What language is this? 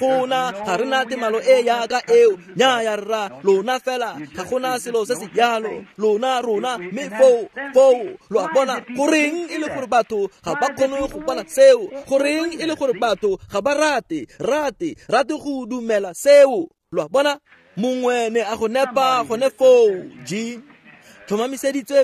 Tswana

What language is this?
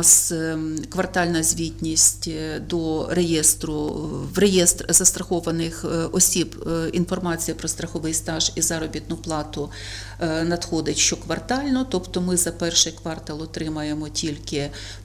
Ukrainian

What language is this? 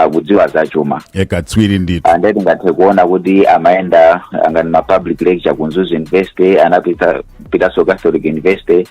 Nyanja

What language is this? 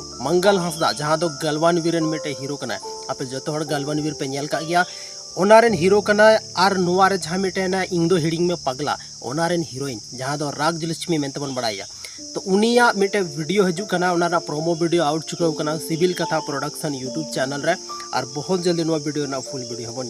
Santali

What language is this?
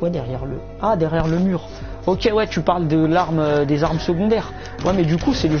French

